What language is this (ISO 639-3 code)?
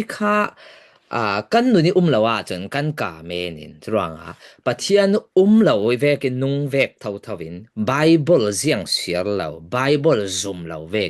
cfm